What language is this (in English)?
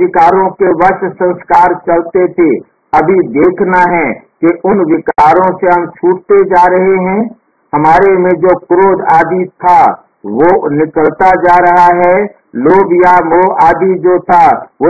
Hindi